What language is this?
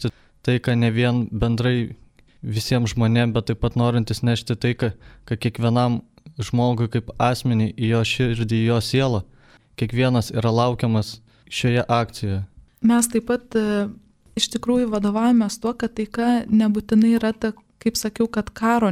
Lithuanian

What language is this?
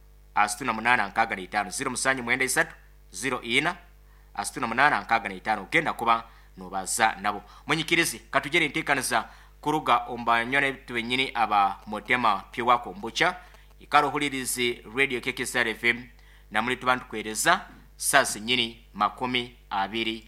Nyoro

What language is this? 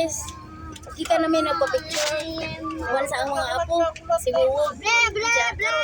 Cebuano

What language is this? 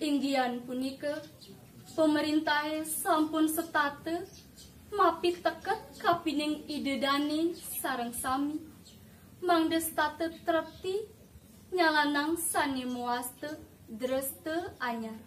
Balinese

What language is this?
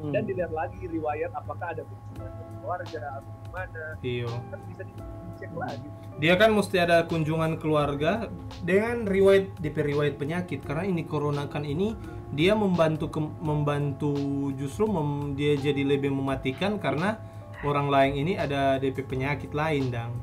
Manado Malay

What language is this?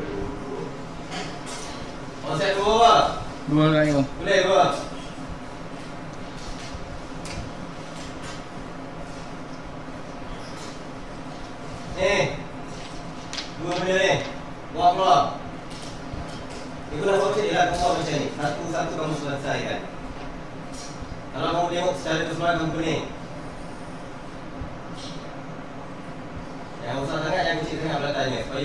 Malay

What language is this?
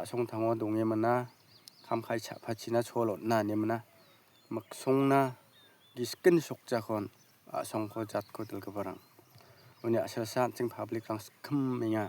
Garo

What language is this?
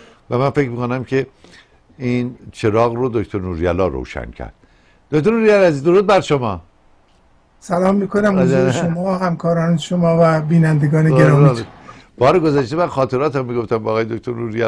Persian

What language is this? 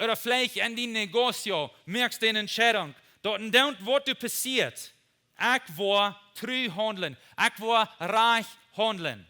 Plautdietsch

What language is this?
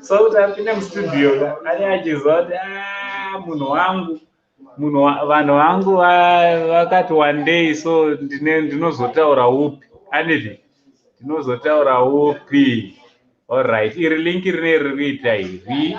Shona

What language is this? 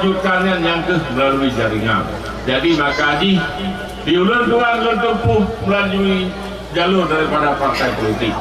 Achinese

